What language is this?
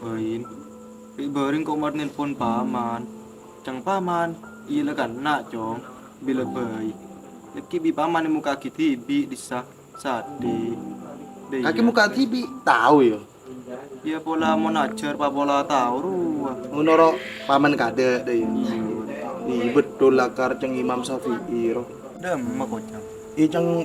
Madurese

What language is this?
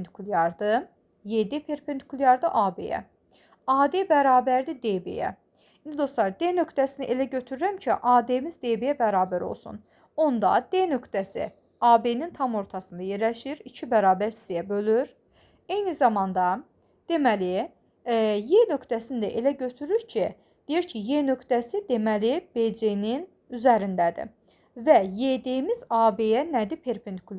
Azerbaijani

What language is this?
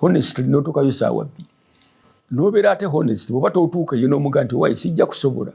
Ganda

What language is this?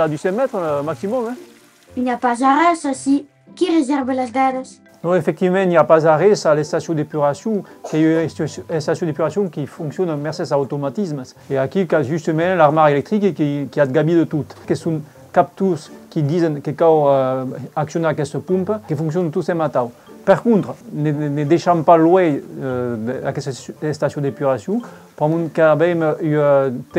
Occitan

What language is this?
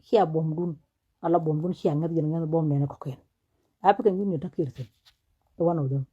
Nuer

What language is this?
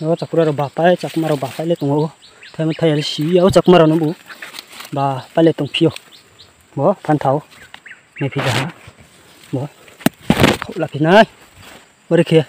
Riang (India)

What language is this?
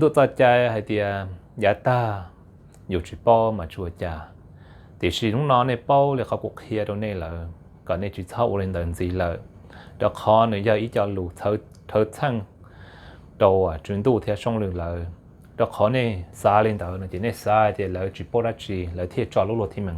Hmong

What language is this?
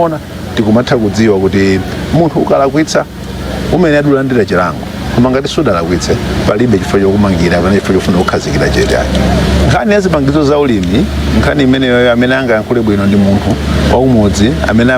Nyanja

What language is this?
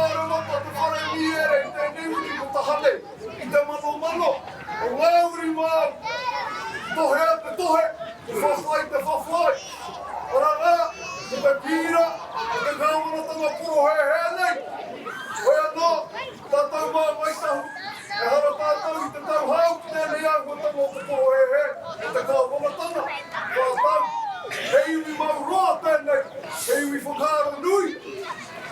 Māori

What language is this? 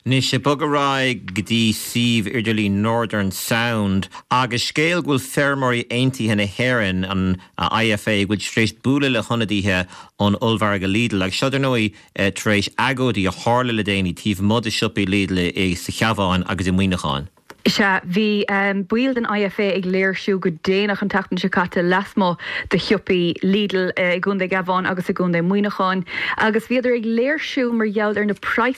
Irish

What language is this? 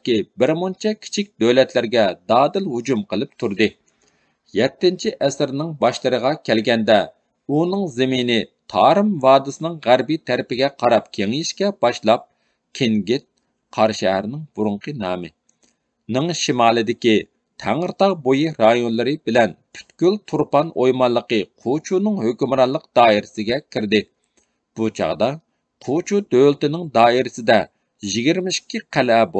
Uyghur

